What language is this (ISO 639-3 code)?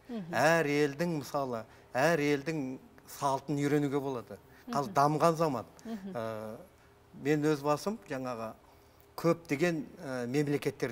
kaz